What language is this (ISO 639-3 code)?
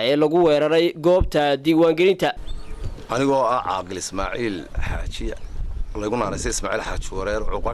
som